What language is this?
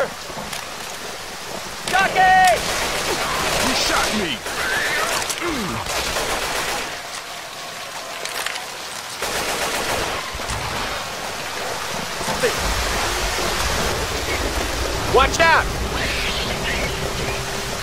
English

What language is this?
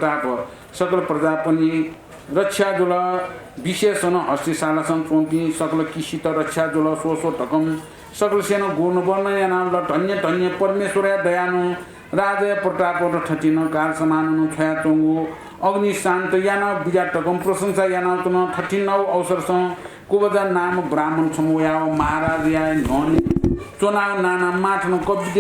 Newari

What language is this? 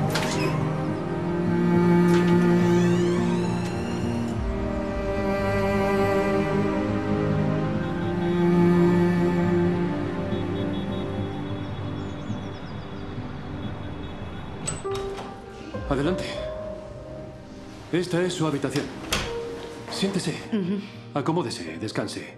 Spanish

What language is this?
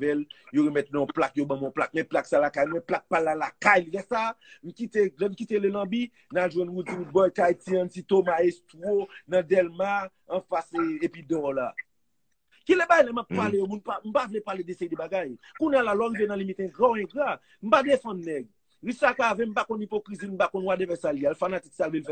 Haitian Creole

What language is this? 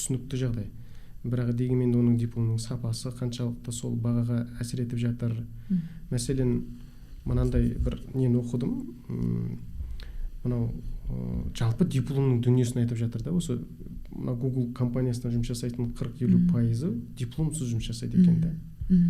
Kazakh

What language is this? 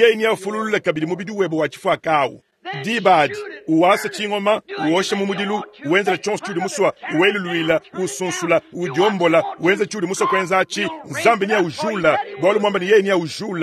Luba-Lulua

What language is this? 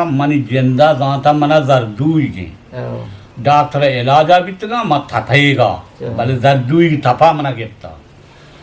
Eastern Balochi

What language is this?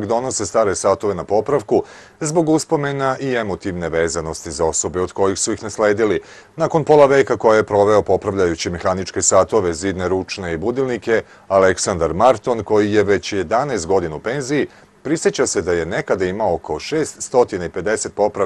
Serbian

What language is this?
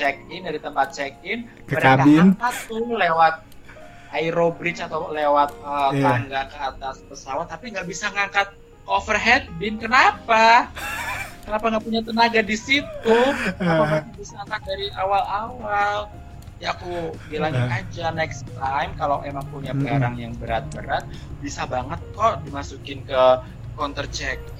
Indonesian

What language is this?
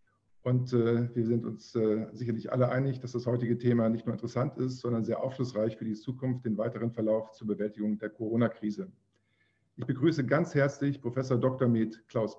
German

